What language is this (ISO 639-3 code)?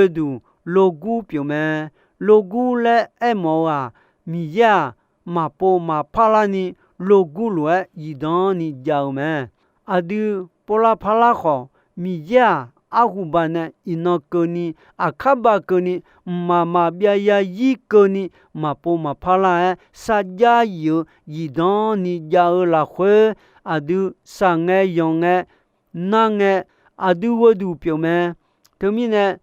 ahk